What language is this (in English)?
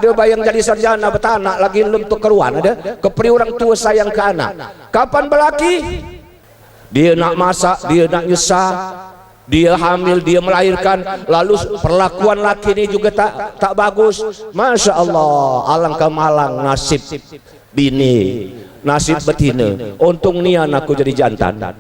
Musi